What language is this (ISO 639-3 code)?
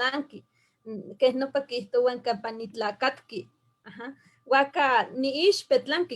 nhe